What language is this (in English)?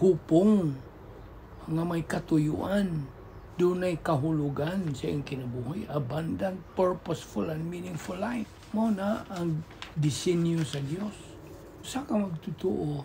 Cebuano